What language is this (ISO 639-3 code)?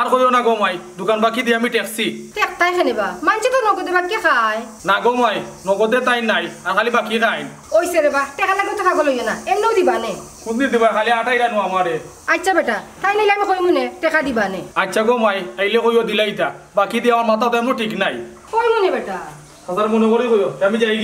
syl